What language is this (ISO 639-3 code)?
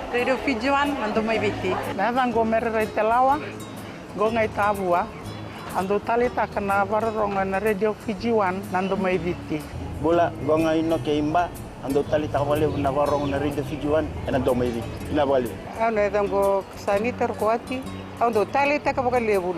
fij